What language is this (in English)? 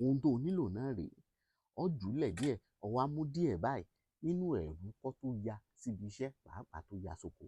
Yoruba